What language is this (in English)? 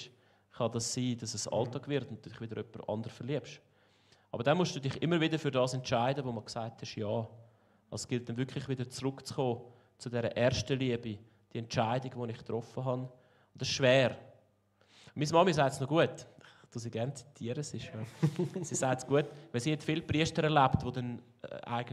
Swiss German